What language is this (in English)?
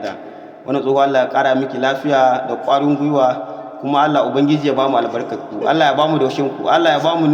Hausa